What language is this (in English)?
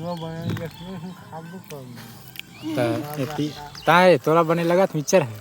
Chhattisgarhi